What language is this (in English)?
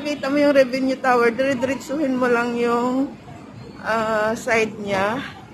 Filipino